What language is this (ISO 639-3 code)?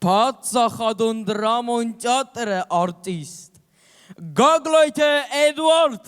oss